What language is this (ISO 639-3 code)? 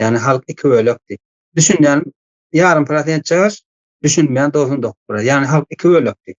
tuk